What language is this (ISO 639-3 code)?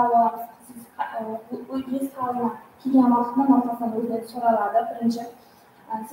kaa